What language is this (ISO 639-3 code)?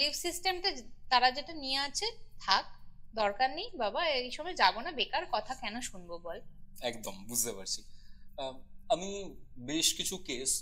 ben